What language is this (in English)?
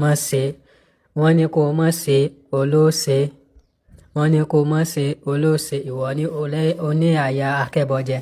Yoruba